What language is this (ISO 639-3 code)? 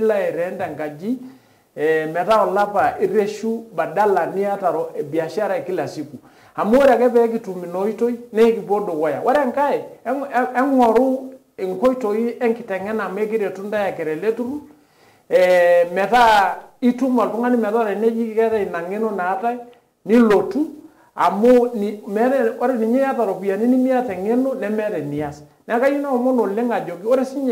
mas